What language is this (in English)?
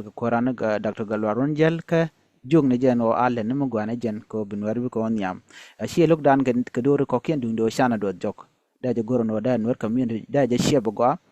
Nuer